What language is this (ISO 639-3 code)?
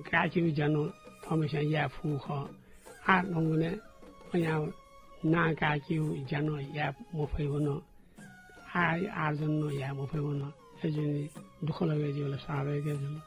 new